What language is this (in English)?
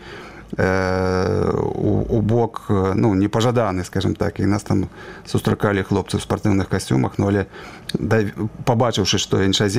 Belarusian